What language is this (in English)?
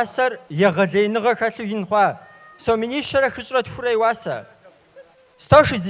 Kabardian